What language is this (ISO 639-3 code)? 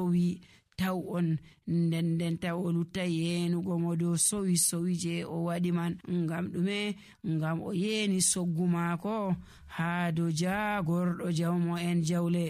fuv